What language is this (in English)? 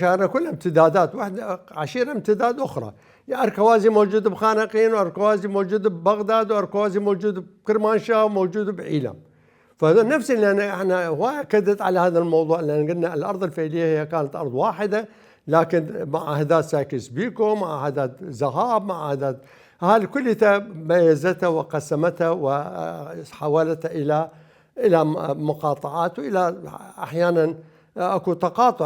Mesopotamian Arabic